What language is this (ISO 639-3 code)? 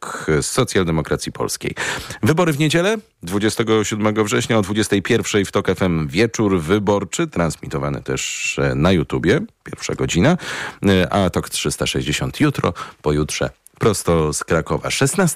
pol